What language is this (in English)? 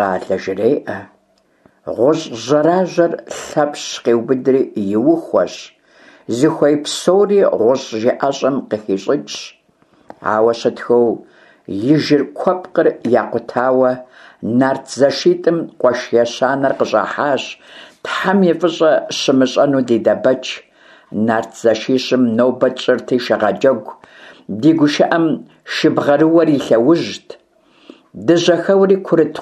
Kabardian